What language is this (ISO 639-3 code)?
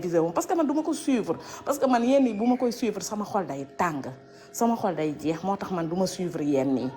wol